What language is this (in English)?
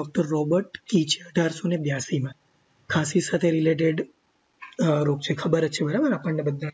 Gujarati